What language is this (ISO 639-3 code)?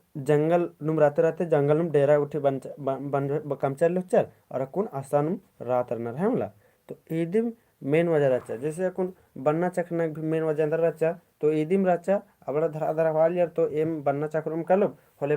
kru